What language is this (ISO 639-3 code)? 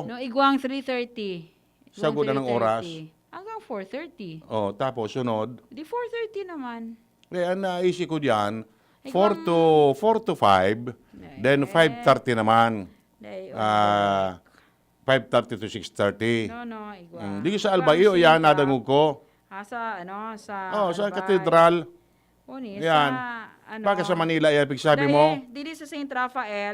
bik